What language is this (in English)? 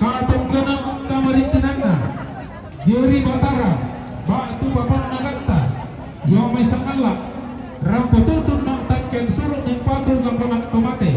Toraja-Sa'dan